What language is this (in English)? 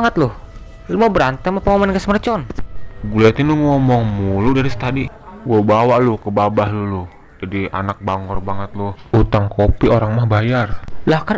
Betawi